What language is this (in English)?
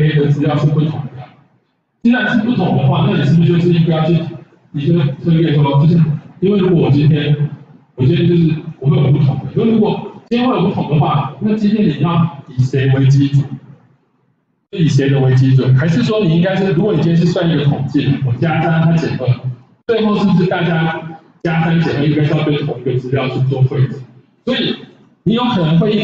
Chinese